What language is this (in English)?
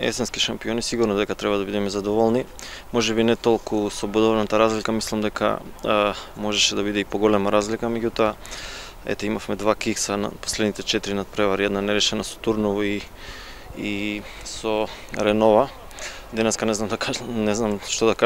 Macedonian